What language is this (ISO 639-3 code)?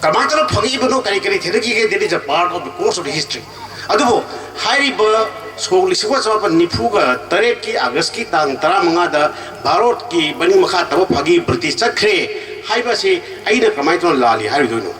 mni